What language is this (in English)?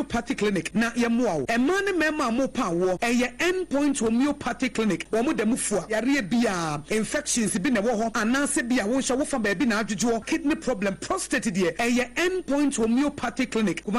Akan